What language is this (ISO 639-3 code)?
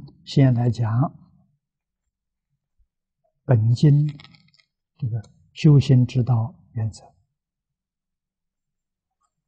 zho